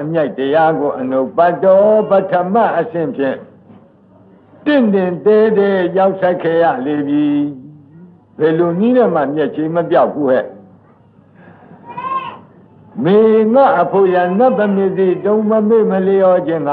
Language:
Burmese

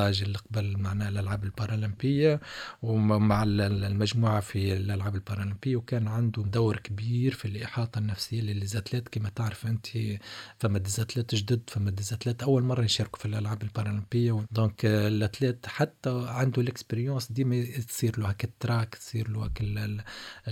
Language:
Tunisian Arabic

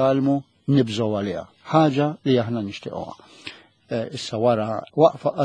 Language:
Maltese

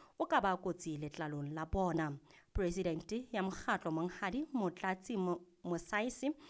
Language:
Southern Sotho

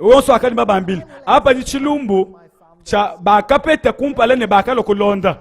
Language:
Luba-Lulua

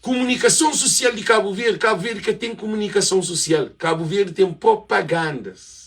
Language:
Kabuverdianu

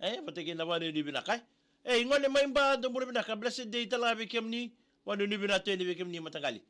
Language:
Fijian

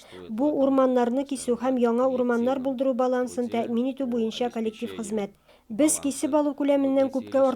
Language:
Tatar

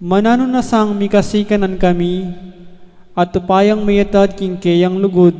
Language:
Pampanga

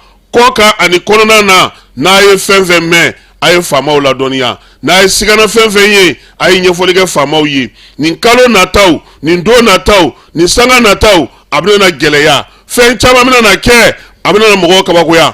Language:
Bambara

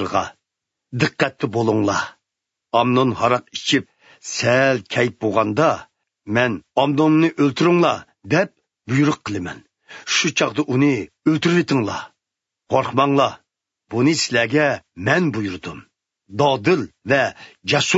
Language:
Uyghur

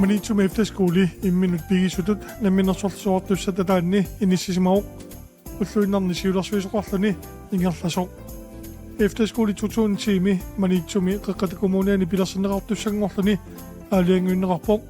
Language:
Kalaallisut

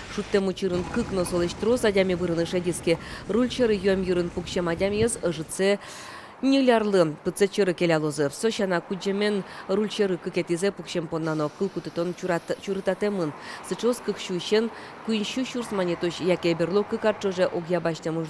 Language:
Udmurt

